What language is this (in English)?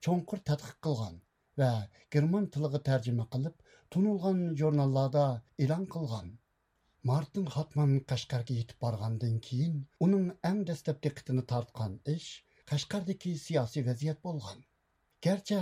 Uyghur